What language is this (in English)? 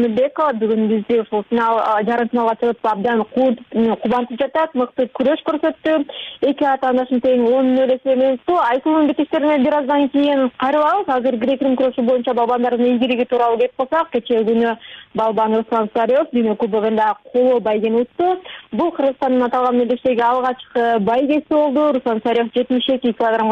Kyrgyz